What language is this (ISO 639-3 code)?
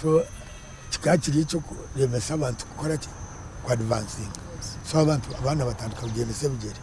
nyn